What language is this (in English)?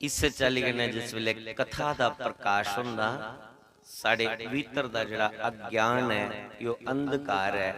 Dogri